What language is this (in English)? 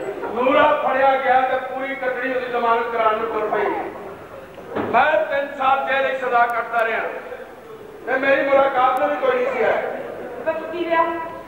Punjabi